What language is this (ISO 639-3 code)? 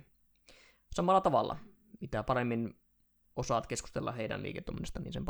fin